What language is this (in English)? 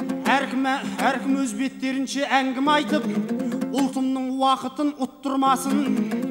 Kazakh